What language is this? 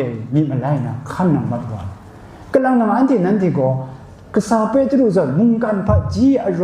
Kachin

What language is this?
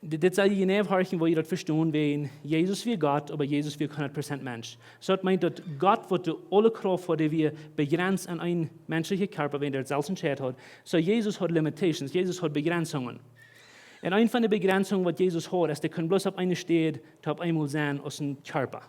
Plautdietsch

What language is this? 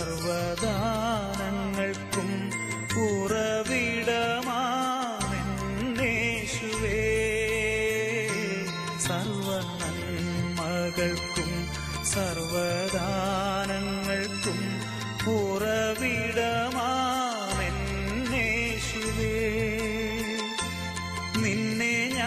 Malayalam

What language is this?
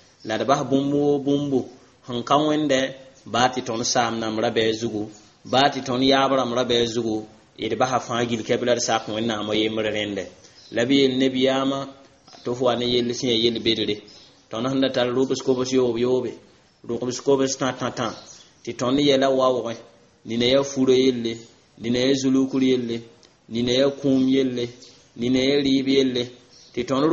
Mossi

